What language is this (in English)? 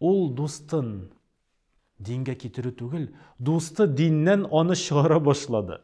Tatar